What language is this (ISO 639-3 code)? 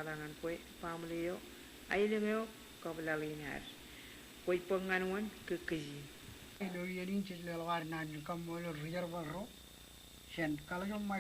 mah